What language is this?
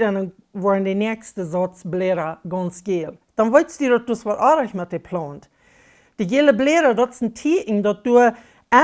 Plautdietsch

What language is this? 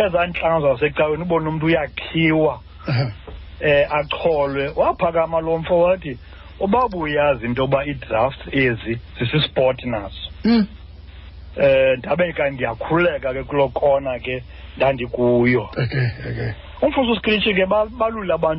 Xhosa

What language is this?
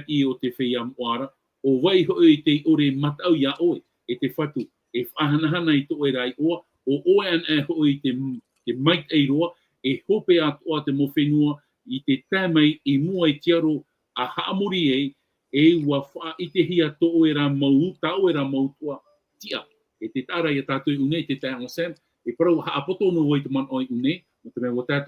Tahitian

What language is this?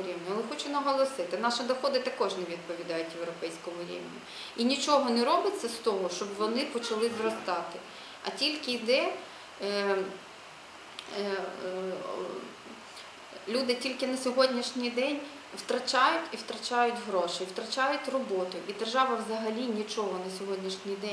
Ukrainian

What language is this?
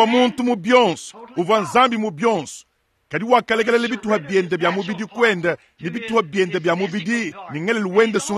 Luba-Lulua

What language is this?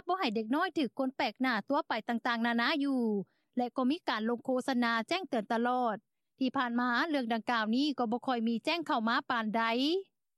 Lao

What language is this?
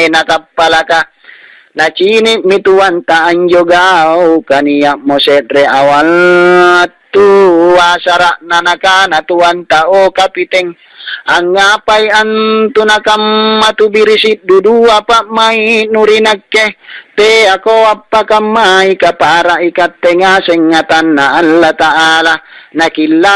Makasar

